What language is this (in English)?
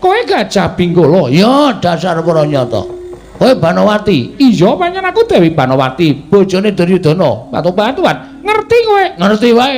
Javanese